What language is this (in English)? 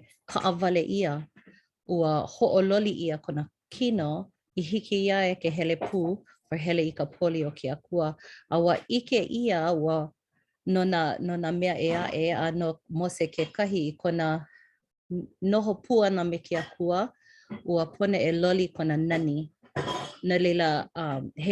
Hawaiian